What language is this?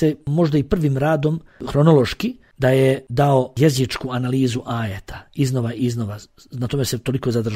Bosnian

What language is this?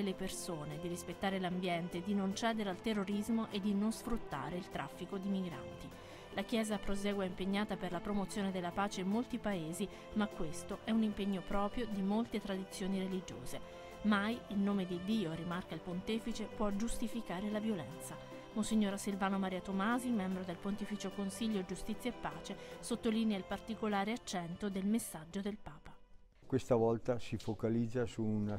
Italian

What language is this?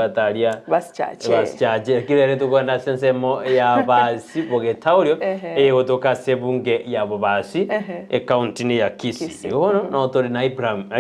Gusii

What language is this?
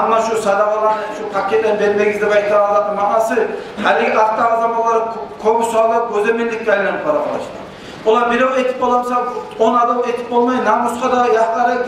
Kumyk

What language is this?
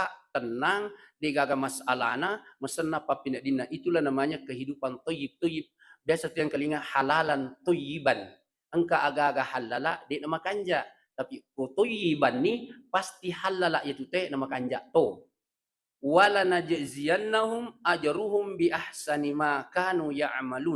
Buginese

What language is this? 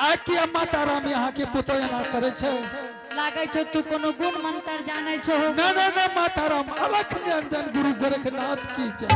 Angika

